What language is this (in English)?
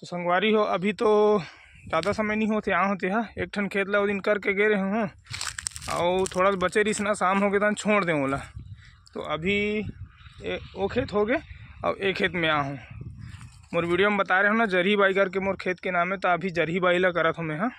Chhattisgarhi